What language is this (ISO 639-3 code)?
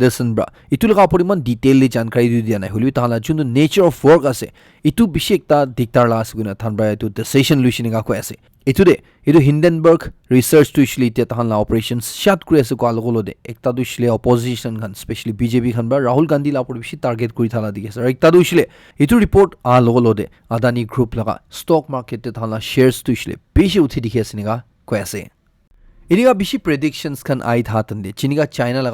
nag